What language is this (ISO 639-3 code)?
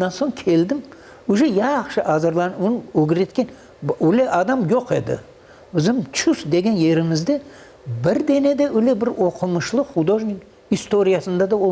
crh